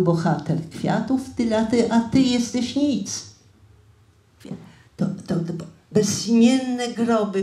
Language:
Polish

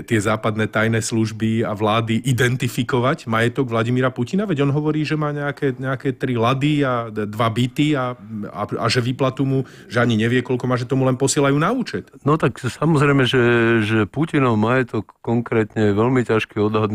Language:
Slovak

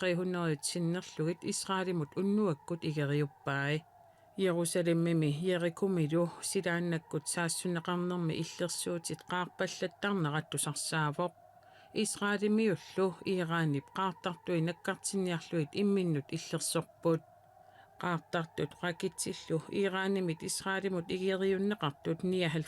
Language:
Kalaallisut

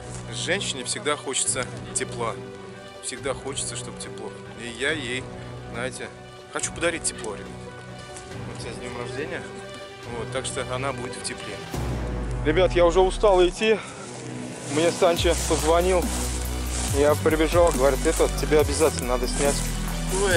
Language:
Russian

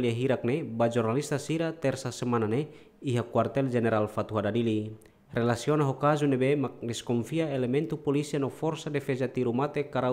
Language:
Tetum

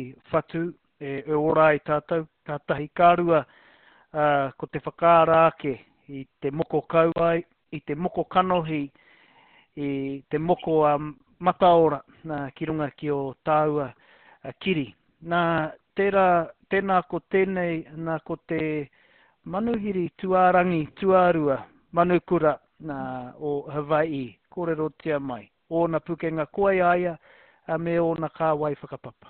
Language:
Māori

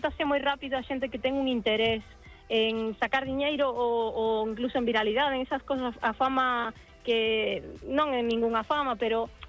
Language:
Galician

